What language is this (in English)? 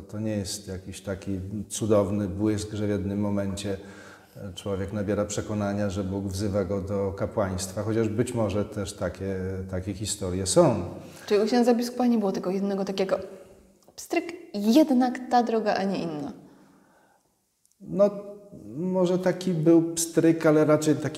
Polish